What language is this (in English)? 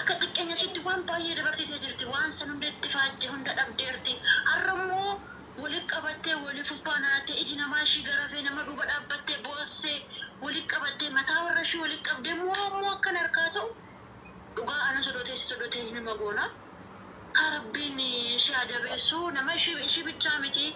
Oromo